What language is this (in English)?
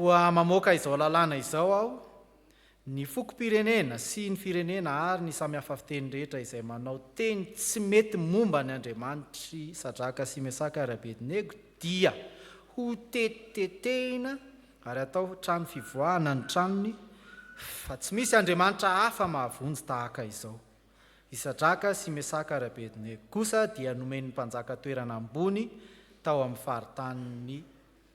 Malagasy